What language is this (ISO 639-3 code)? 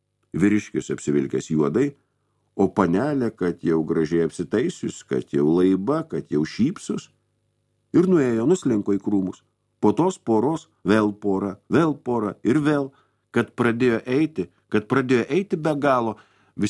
lit